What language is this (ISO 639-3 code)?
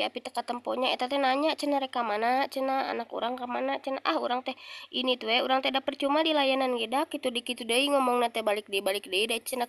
sun